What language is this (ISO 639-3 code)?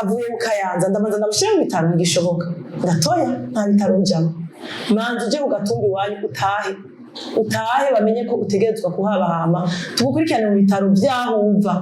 run